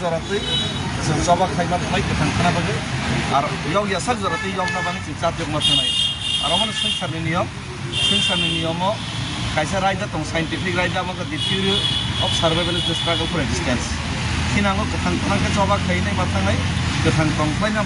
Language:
Kok Borok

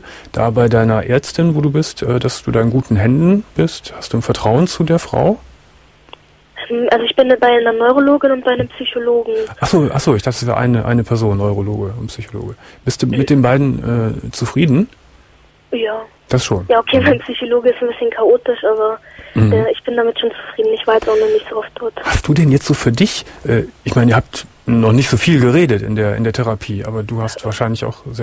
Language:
German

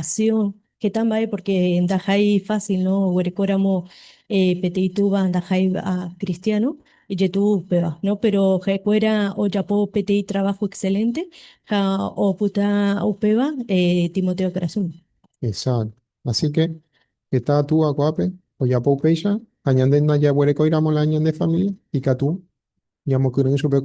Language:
Guarani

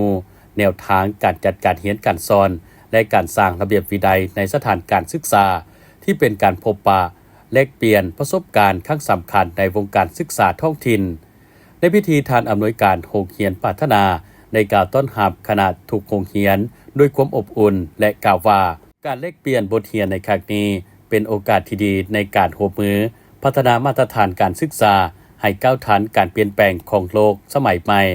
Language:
Lao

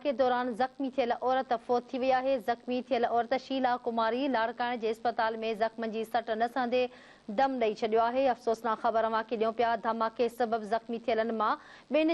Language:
Sindhi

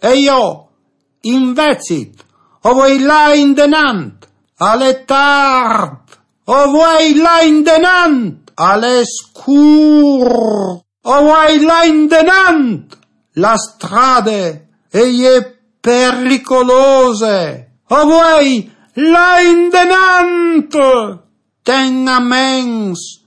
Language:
Friulian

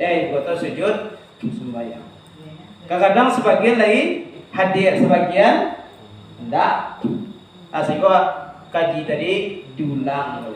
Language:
Minangkabau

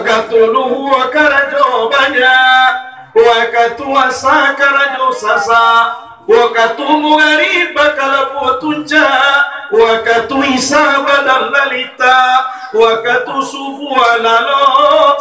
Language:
Minangkabau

